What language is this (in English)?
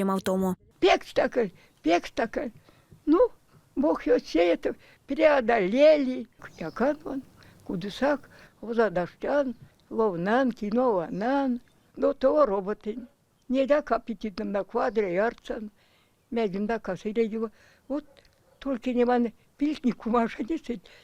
Erzya